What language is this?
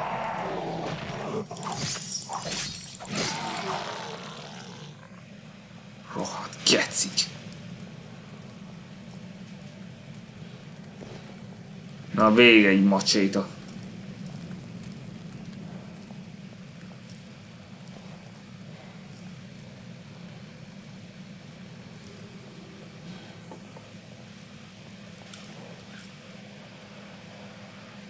Hungarian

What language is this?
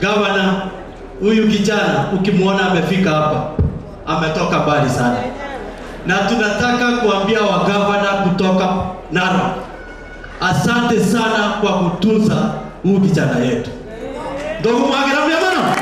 Gusii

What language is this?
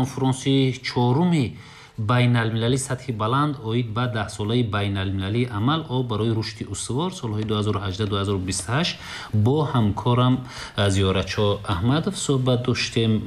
Tajik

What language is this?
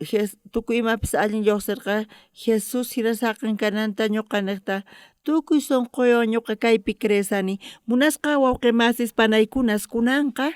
South Bolivian Quechua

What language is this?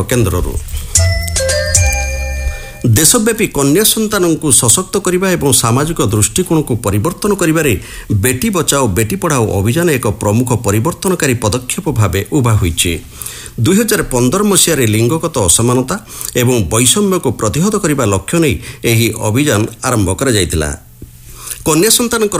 Odia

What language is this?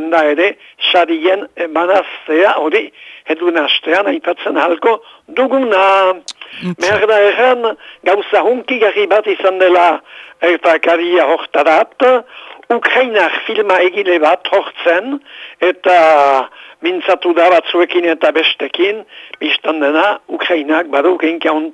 Basque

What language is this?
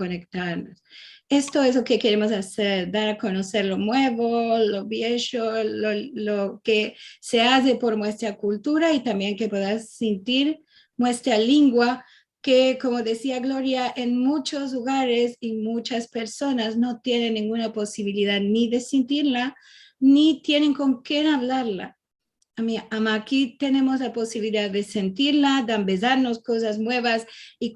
Ladino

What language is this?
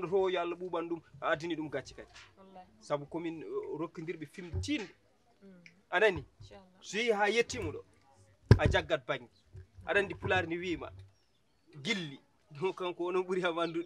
Fula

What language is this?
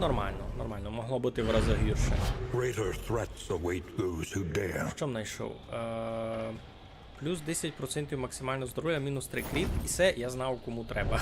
Rusyn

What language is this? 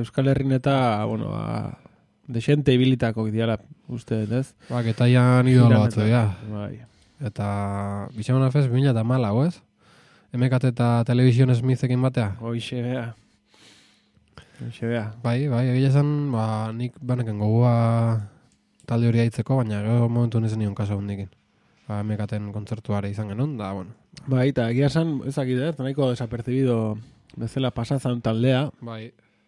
Basque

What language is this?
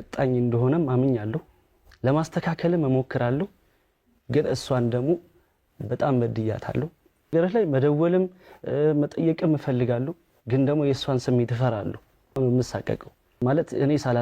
Amharic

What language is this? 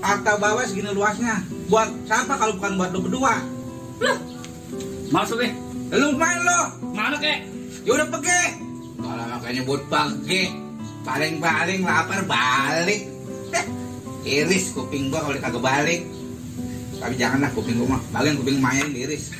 Betawi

